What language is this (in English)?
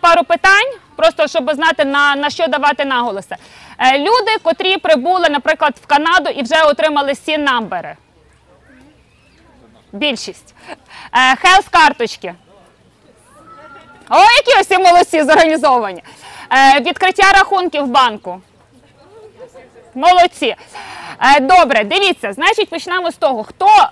Ukrainian